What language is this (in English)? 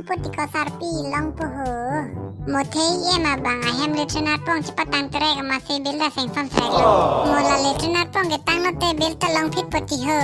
Karbi